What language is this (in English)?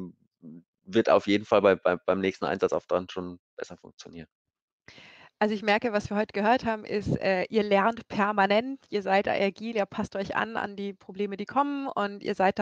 German